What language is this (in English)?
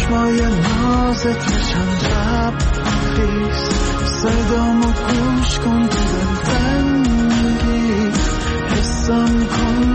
Persian